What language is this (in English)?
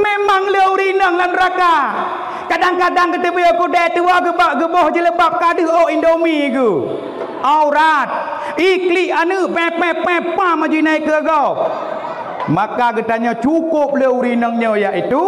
Achinese